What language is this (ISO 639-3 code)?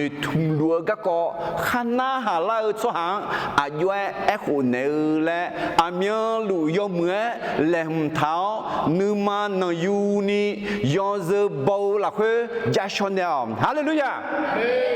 ahk